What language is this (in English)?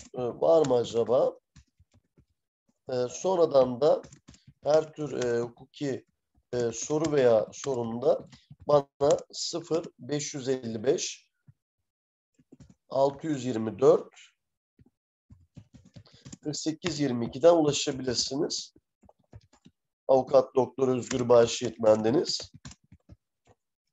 Turkish